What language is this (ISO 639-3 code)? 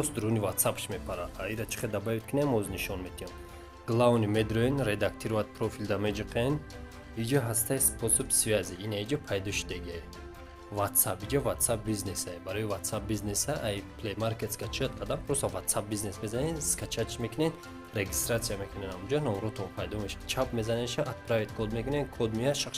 tgk